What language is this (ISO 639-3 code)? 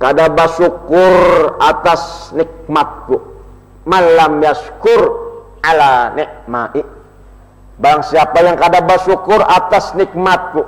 bjn